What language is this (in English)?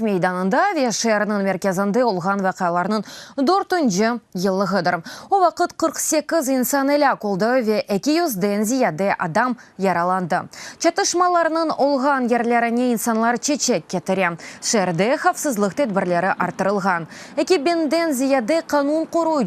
Crimean Tatar